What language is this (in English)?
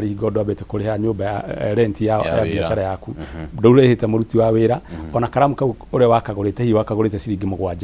Kikuyu